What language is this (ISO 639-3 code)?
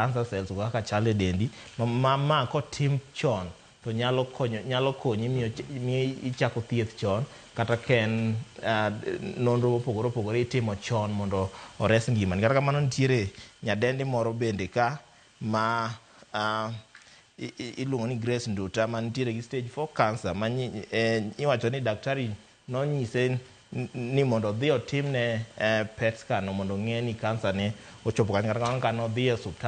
luo